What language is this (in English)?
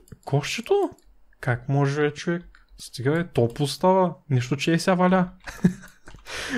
Bulgarian